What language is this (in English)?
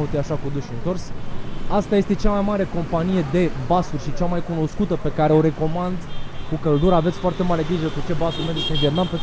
Romanian